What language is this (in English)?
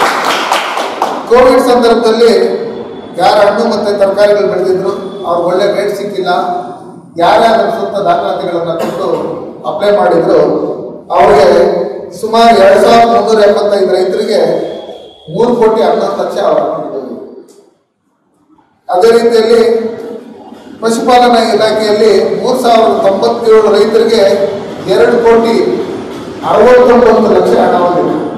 Kannada